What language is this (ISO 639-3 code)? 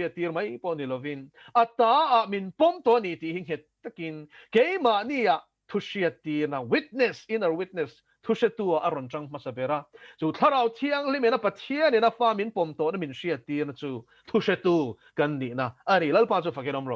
lus